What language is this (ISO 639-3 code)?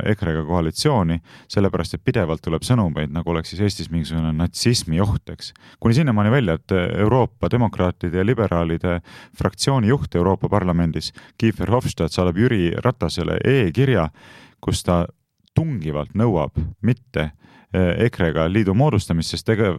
est